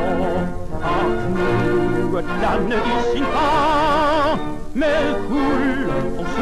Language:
Swedish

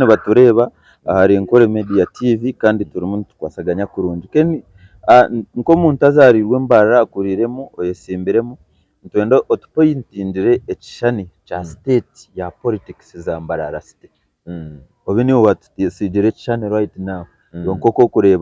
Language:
Nyankole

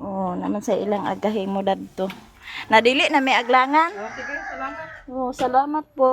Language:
Cebuano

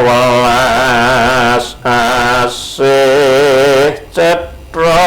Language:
Javanese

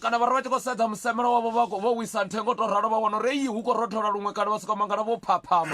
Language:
Venda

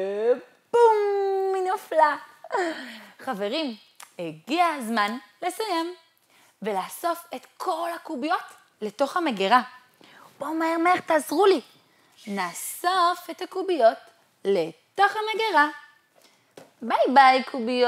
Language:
Hebrew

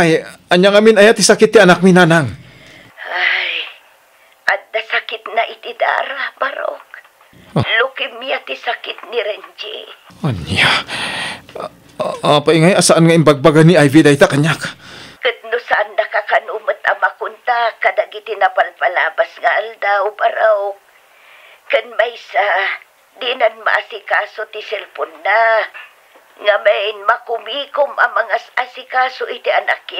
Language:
Iloko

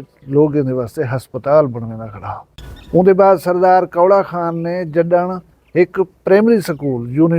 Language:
Saraiki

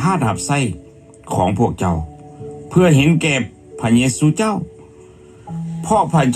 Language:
Lao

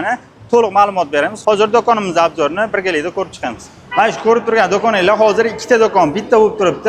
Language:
Uzbek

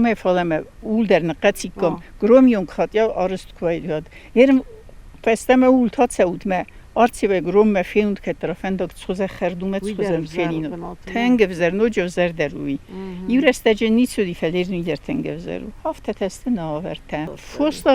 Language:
Ossetic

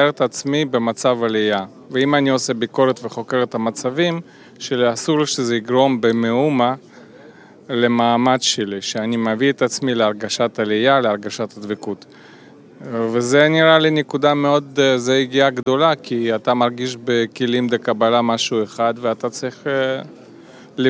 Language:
Hebrew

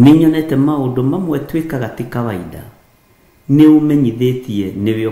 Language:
Kikuyu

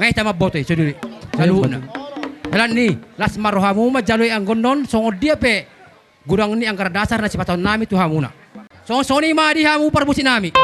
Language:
Batak Toba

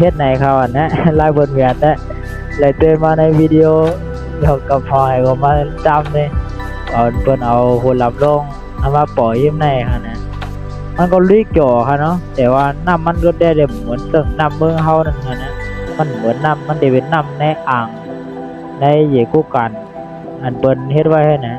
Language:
Shan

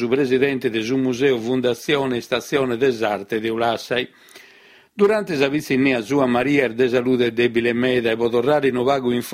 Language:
Sardinian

